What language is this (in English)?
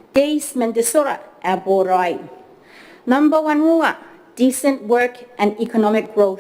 Gilbertese